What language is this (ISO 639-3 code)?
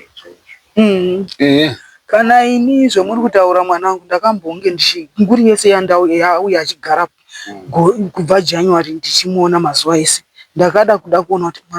sna